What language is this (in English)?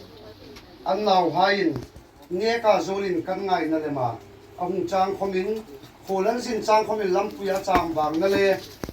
Hmar